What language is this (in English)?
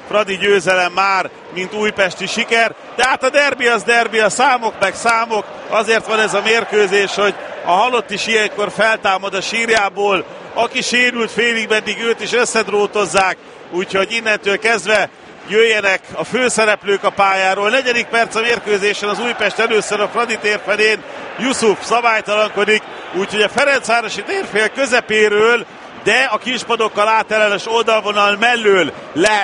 Hungarian